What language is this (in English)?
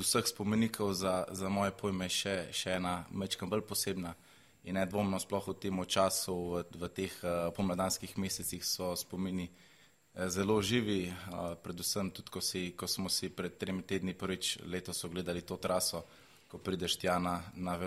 Slovenian